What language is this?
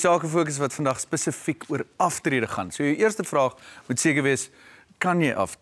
Afrikaans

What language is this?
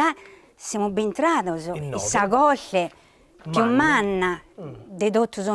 Sardinian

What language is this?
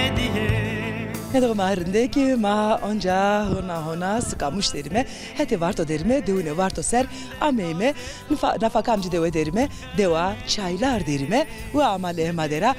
Zaza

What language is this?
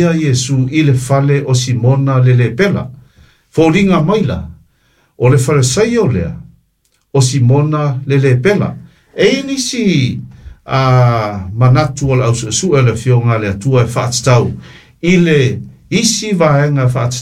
Samoan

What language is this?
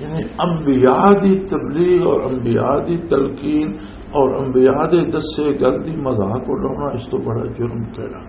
Western Panjabi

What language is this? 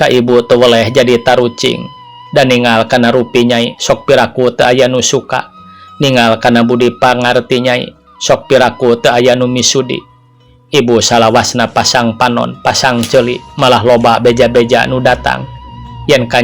Sundanese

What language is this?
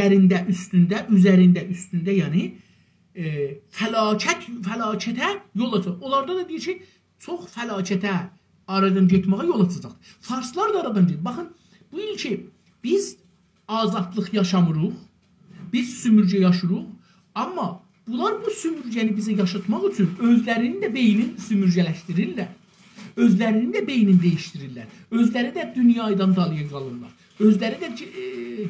South Azerbaijani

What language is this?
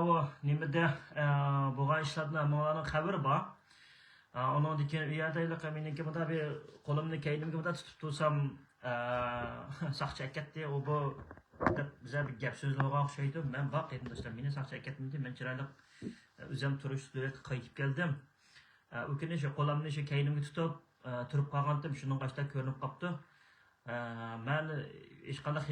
Uyghur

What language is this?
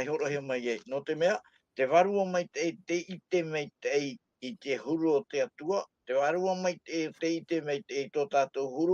Tahitian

